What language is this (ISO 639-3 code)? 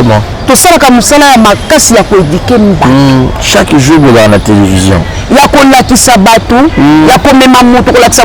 lin